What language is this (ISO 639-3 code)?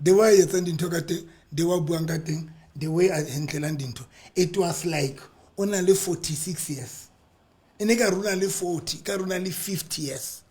sot